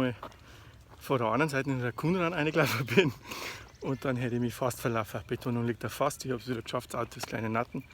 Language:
Bavarian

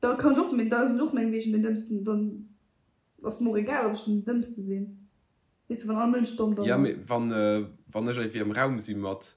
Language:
Luxembourgish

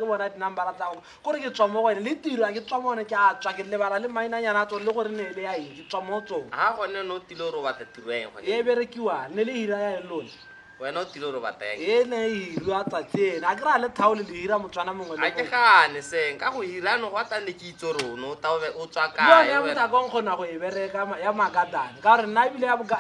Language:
Tswana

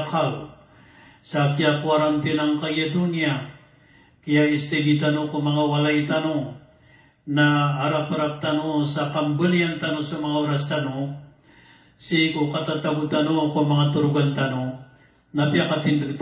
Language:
Maranao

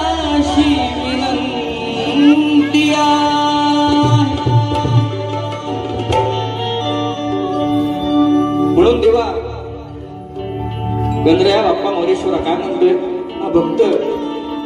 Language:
Marathi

